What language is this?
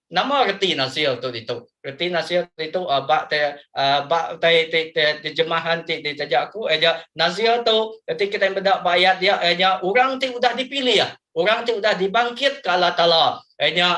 Iban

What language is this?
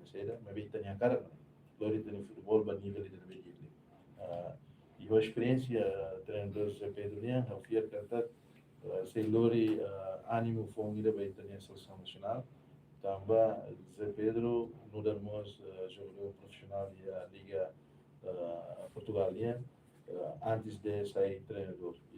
Tetum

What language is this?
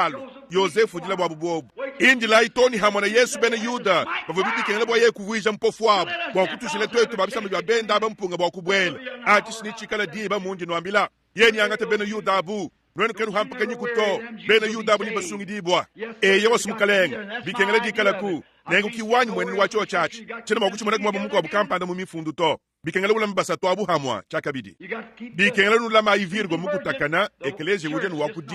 Luba-Lulua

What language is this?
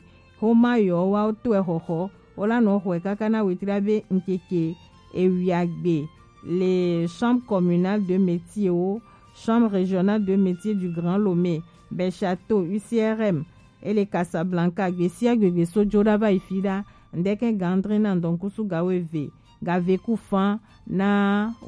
Gen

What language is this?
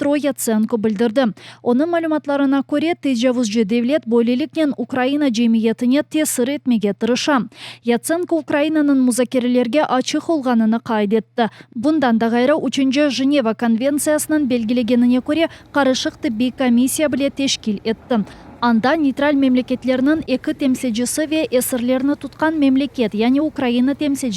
Crimean Tatar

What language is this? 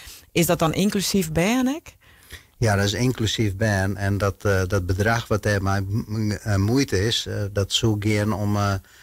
Western Frisian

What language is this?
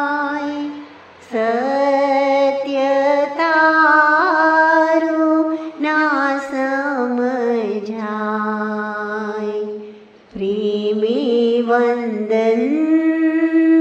Gujarati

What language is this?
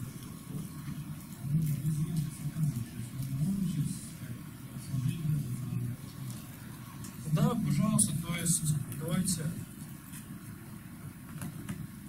Russian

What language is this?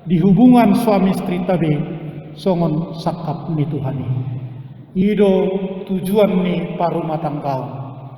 Batak Toba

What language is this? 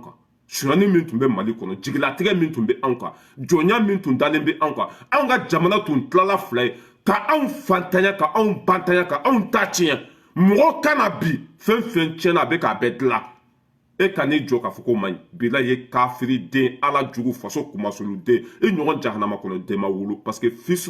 Bambara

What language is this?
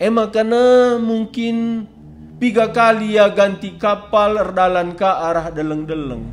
Batak Karo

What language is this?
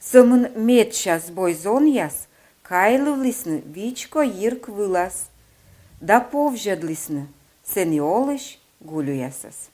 Komi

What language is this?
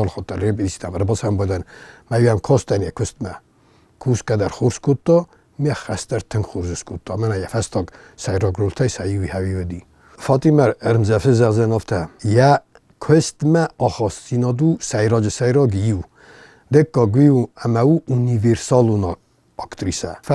Ossetic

